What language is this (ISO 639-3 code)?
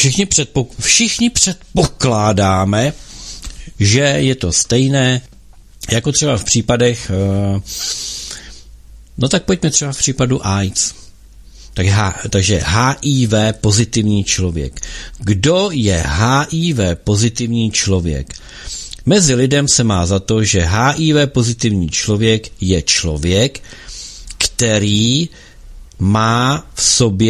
ces